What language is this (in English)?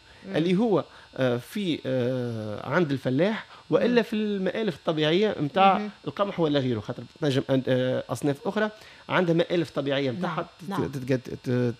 Tunisian Arabic